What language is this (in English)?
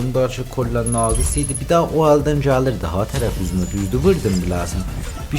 South Azerbaijani